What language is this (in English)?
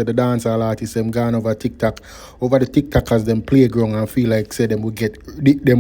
Jamaican Creole English